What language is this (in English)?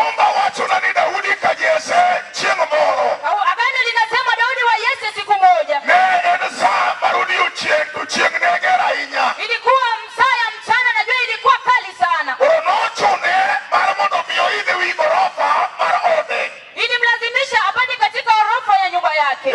Luo (Kenya and Tanzania)